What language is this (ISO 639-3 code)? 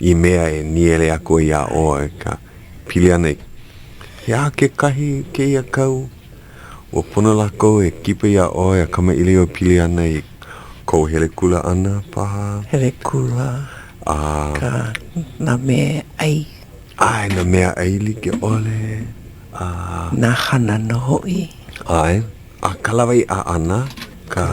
haw